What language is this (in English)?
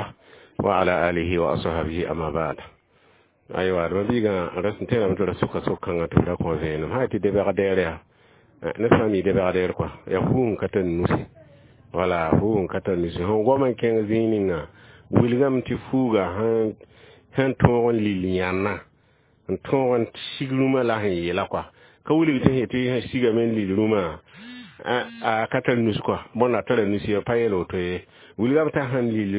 Mossi